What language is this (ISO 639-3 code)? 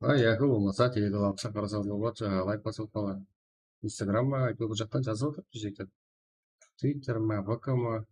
kaa